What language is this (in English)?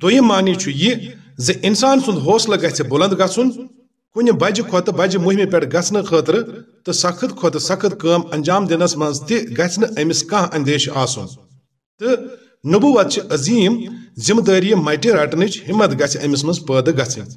Kashmiri